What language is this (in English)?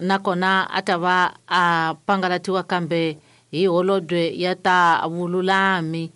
Tsonga